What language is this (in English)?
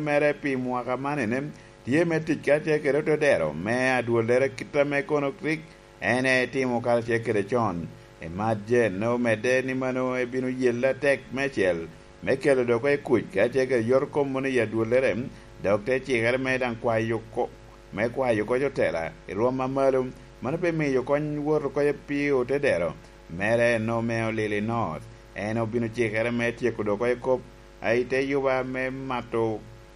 Lango (Uganda)